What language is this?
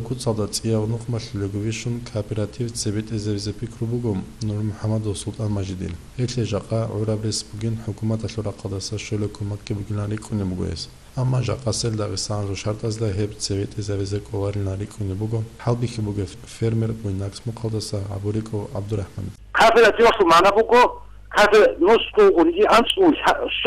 Avaric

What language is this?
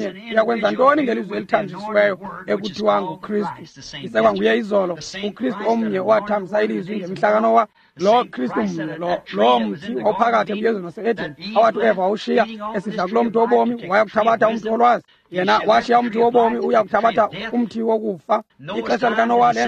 Xhosa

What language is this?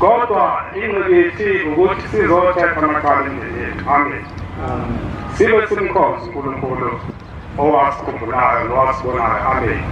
Zulu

